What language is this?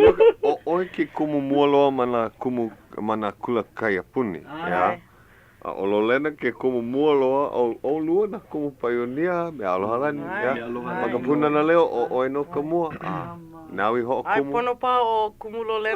Hawaiian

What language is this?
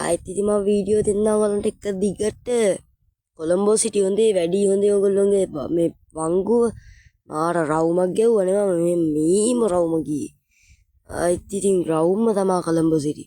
Sinhala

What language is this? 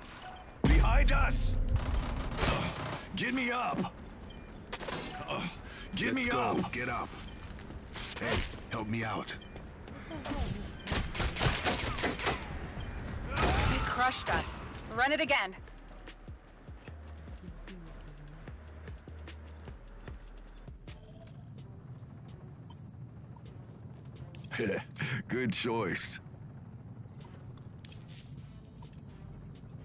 English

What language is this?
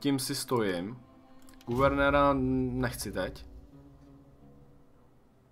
Czech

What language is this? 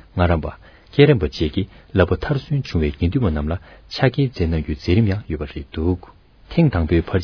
Tibetan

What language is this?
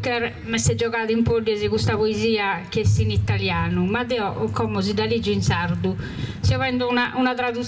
Sardinian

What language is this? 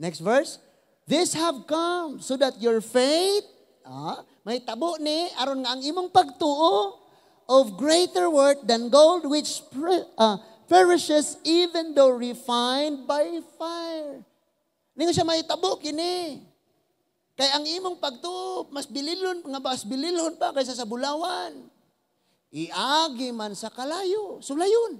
Cebuano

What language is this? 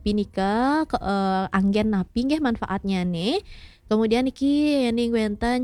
Balinese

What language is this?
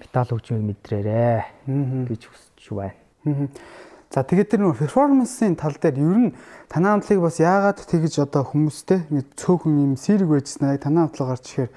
Mongolian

